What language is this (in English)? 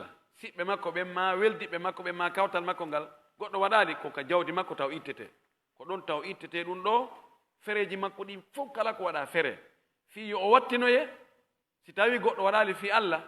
Pular